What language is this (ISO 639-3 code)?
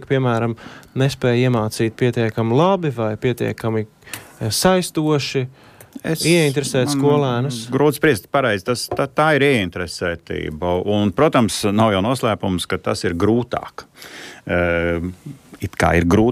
lav